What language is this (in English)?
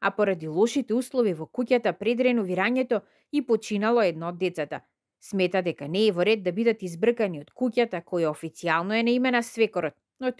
Macedonian